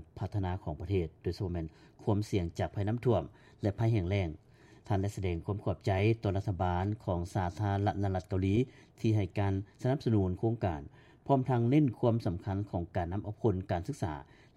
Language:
Lao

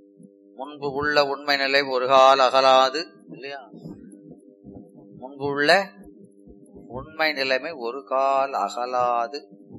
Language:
Tamil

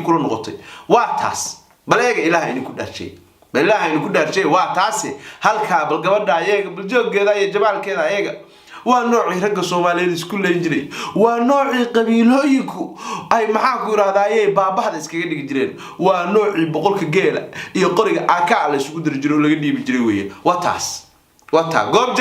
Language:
Somali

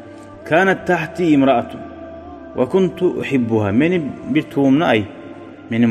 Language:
Kumyk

